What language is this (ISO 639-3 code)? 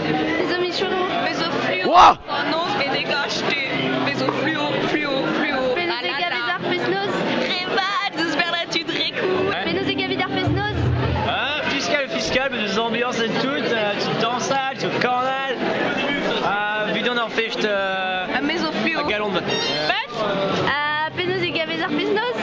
bre